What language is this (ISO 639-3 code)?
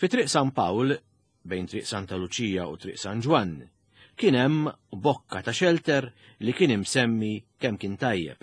mlt